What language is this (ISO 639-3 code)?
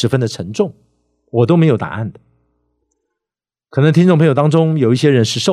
zho